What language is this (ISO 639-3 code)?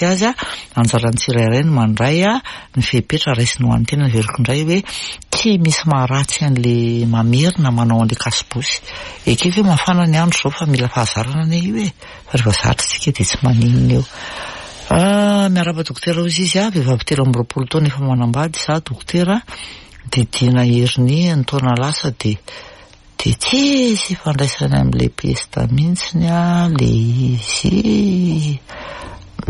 mlg